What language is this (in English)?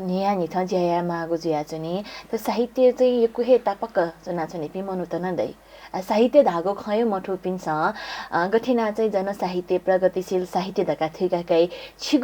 Newari